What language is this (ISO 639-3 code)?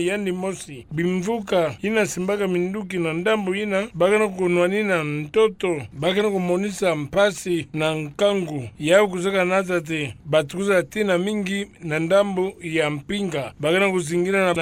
ktu